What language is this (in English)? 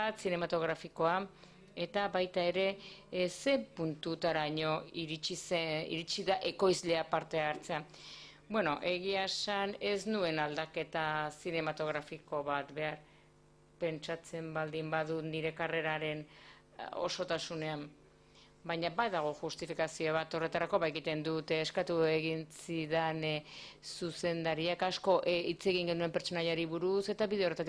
Basque